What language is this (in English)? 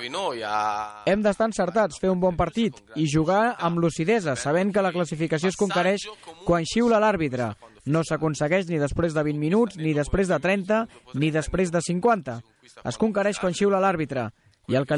Catalan